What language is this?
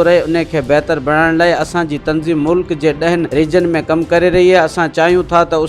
Sindhi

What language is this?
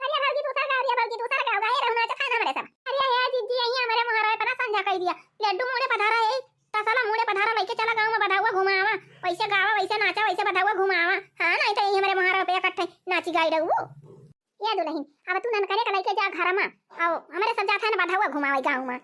Awadhi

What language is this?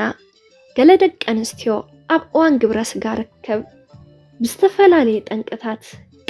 Tigrinya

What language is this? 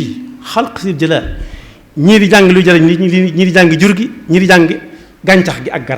Wolof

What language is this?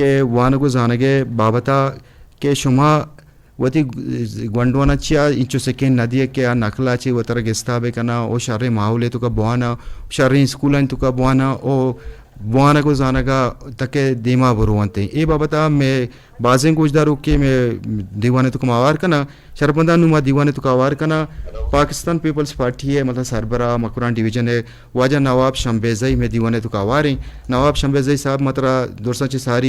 Eastern Balochi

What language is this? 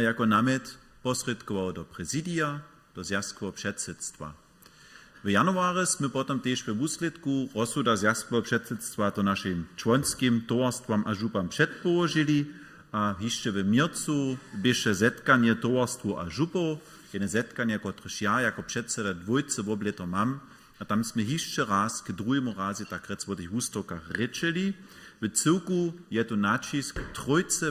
Upper Sorbian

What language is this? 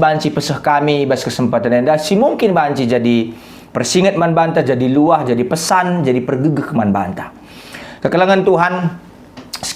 Batak Karo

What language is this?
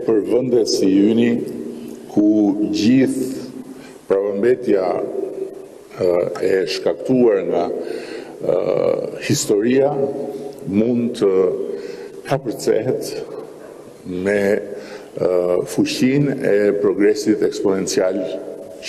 Albanian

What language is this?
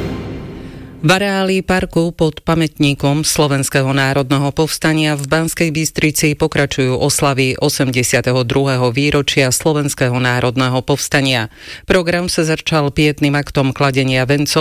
Slovak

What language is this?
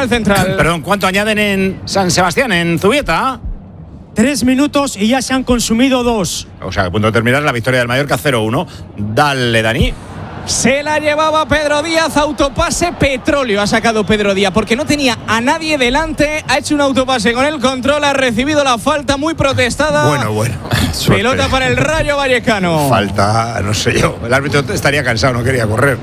Spanish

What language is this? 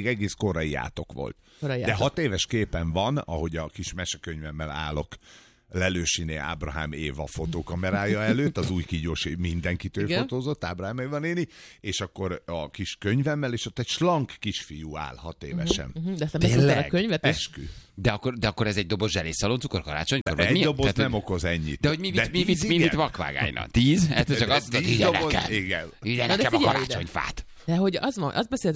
Hungarian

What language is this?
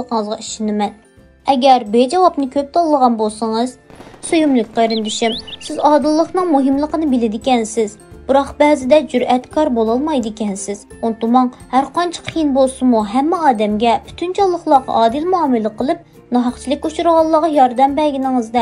Uyghur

